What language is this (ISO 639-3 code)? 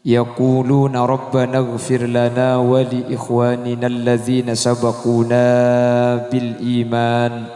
mad